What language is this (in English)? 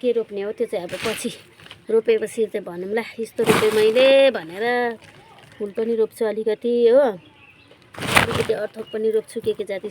Nepali